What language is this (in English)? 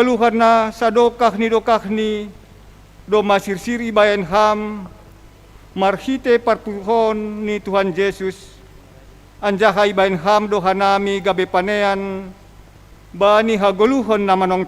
Batak Simalungun